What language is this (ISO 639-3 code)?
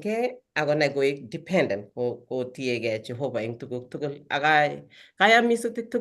kln